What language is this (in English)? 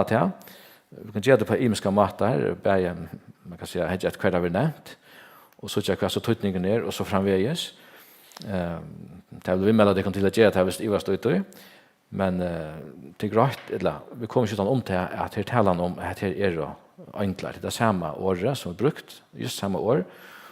Faroese